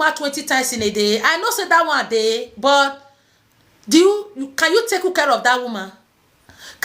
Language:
Nigerian Pidgin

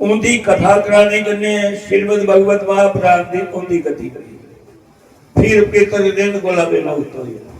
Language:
Dogri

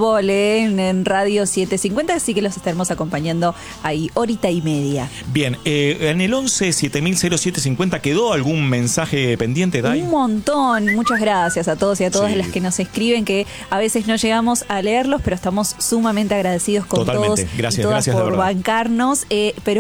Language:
Spanish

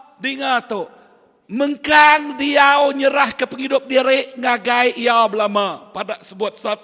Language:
Iban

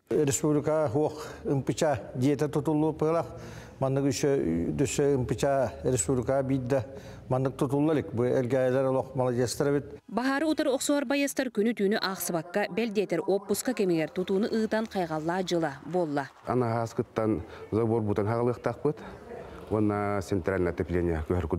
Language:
Yakut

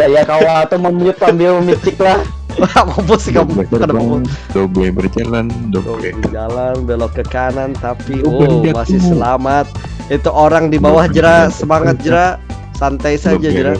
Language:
Banjar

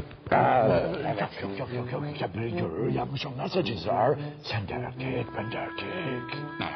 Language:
Turkish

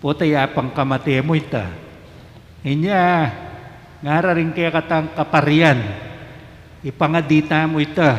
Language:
Pampanga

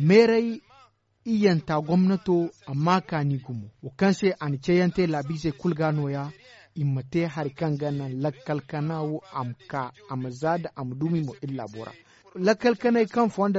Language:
Zarma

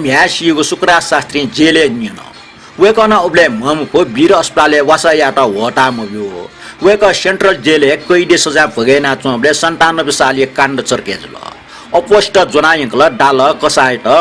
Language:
Newari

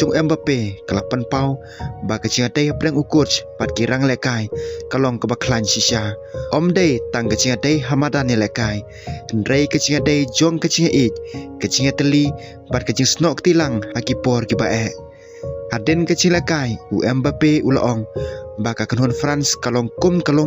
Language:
Khasi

